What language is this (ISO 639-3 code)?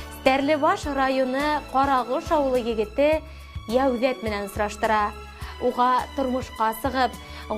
bak